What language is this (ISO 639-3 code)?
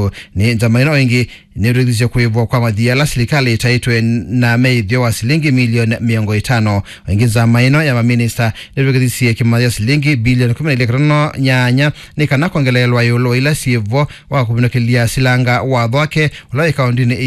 kam